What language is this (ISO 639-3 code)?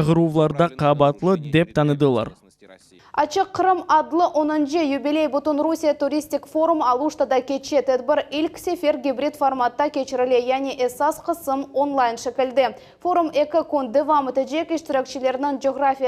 crh